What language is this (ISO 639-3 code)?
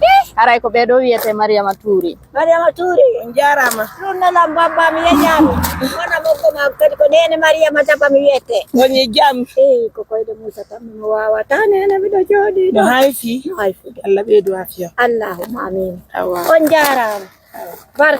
fuf